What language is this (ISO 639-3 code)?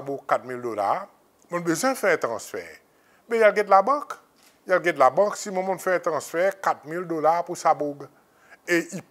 crs